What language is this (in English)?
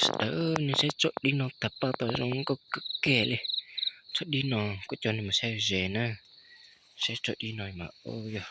Hmong